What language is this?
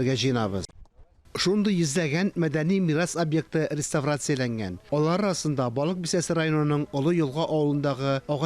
Tatar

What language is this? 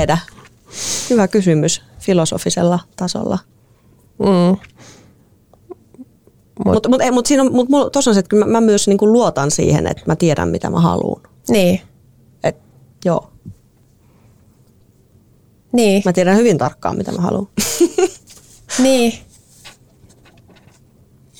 Finnish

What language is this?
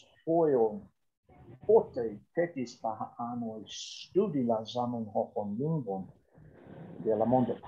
Esperanto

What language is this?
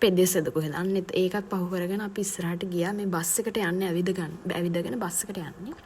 Sinhala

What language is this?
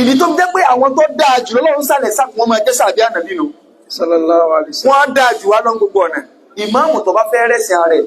Yoruba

